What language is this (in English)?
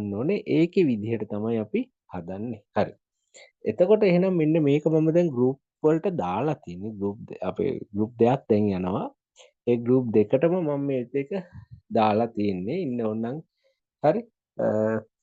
Sinhala